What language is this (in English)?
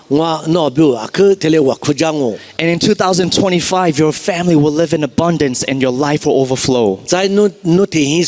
Lisu